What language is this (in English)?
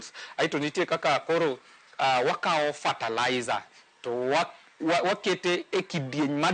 Luo (Kenya and Tanzania)